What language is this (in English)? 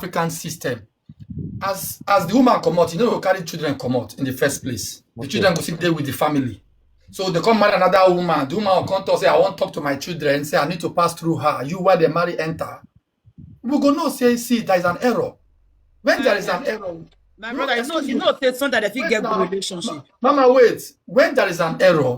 Nigerian Pidgin